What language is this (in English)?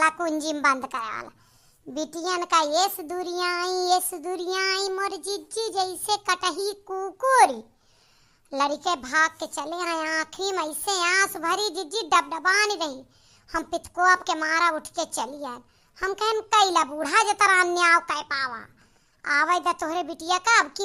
Awadhi